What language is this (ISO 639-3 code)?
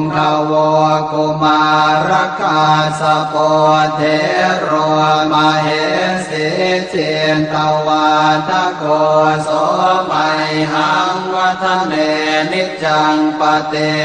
pli